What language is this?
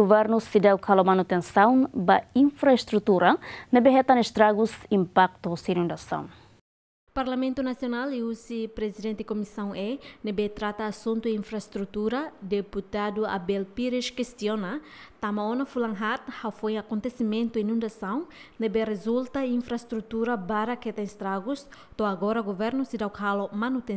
Tetum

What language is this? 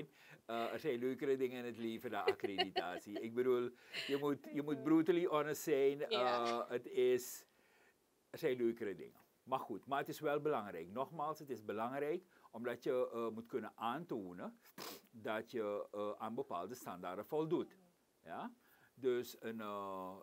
Dutch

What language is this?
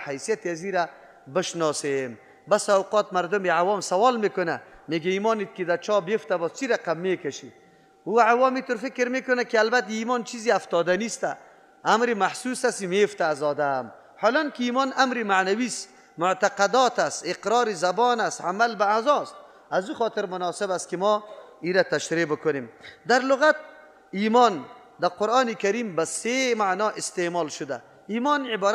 Persian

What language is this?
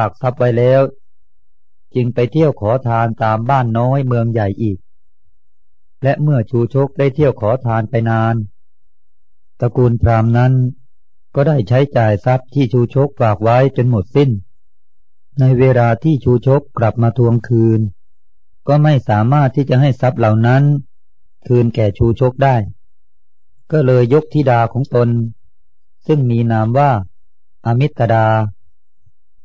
Thai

